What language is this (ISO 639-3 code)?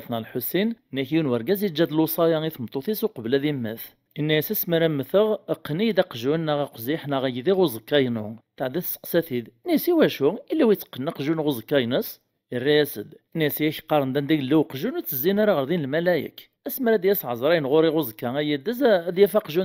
kab